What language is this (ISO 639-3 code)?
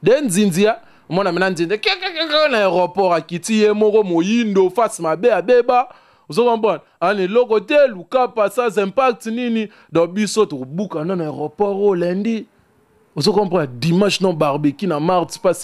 lin